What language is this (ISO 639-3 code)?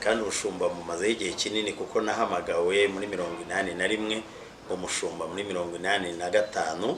kin